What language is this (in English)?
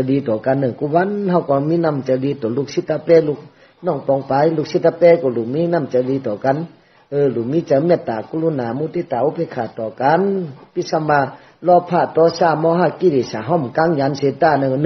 Shan